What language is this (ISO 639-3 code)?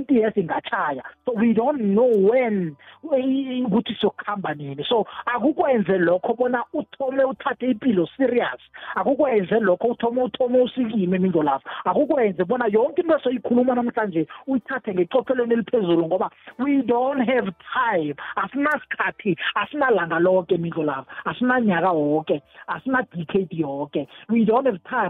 nbl